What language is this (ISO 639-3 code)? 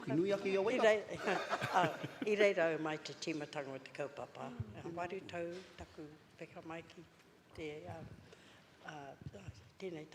mri